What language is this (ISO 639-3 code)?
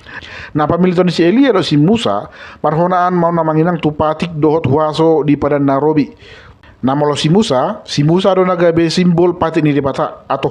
bbc